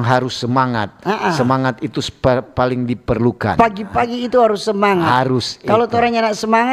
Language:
Manado Malay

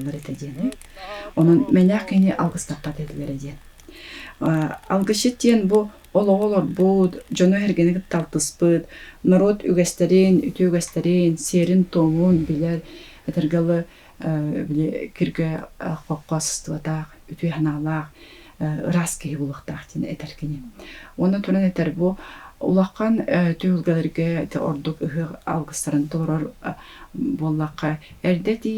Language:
Yakut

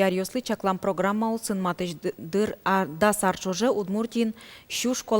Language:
Udmurt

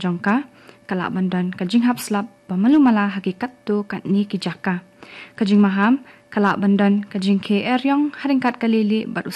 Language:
Khasi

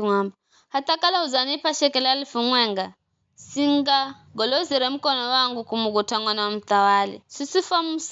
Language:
Giryama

